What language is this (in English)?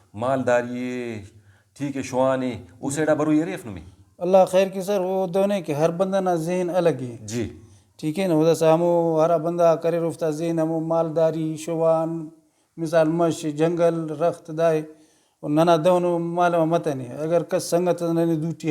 Brahui